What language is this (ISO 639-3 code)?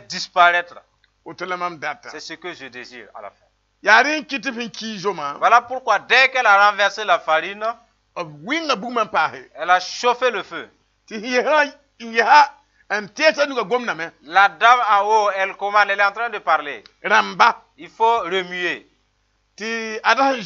mos